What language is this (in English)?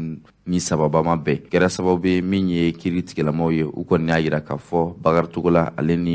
Bambara